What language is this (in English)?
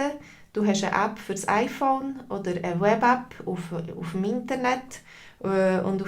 Swiss German